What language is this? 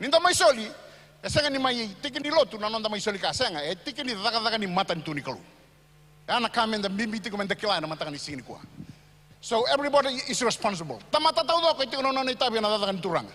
Fijian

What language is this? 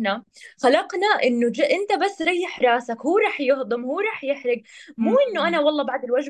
North Levantine Arabic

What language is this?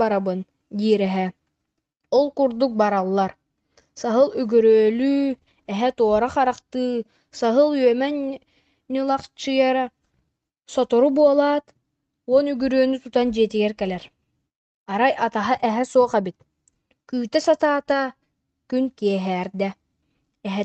Yakut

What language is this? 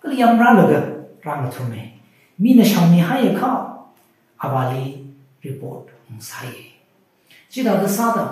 Tangkhul Naga (India)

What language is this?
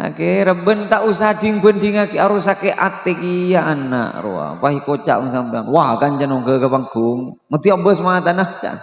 Madurese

